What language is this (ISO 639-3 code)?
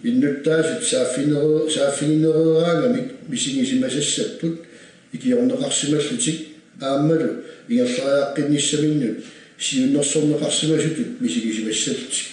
kal